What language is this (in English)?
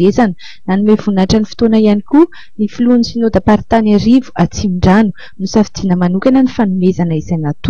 Malagasy